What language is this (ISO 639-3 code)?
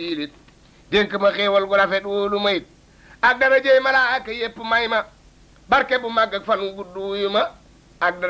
wol